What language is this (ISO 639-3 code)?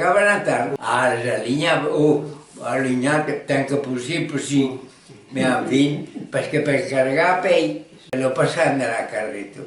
oci